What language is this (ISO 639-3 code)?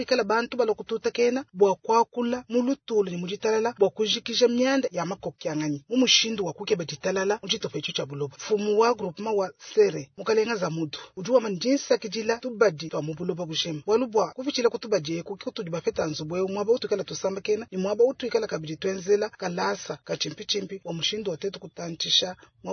lua